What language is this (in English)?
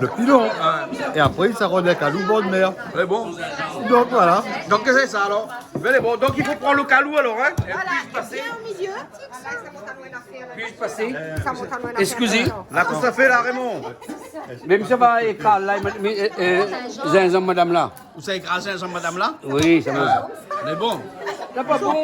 Réunion Creole French